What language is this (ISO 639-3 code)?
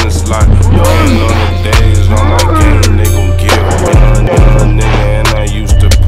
eng